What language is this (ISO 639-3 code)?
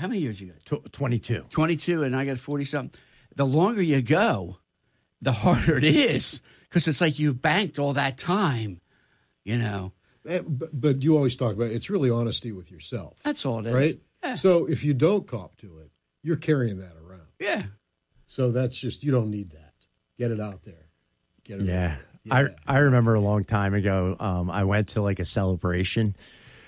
eng